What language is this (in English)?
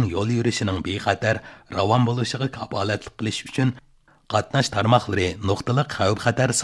Uyghur